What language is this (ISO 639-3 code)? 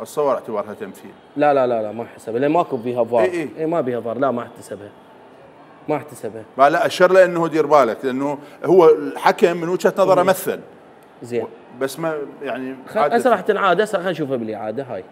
acm